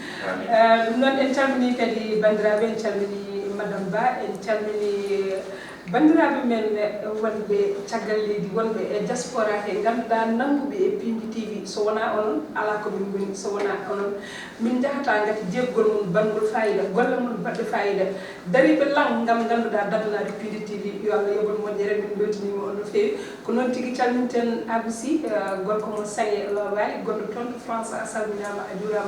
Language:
Fula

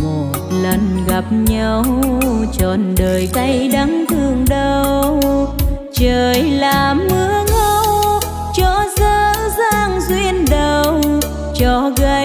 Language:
Vietnamese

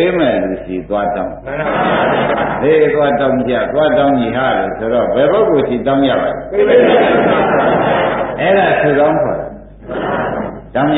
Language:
Burmese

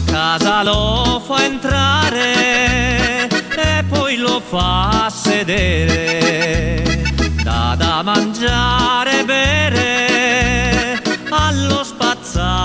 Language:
Italian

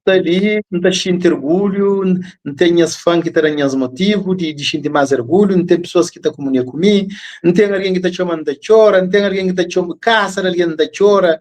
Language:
Kabuverdianu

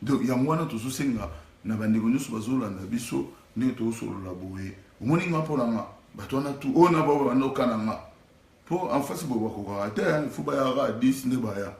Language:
Lingala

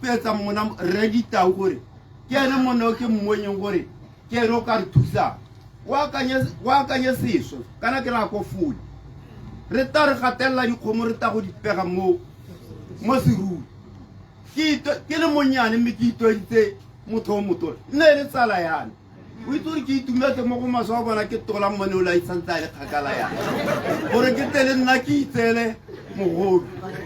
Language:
Tswana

